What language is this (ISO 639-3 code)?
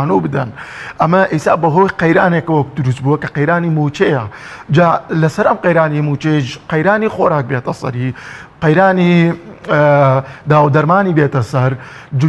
ckb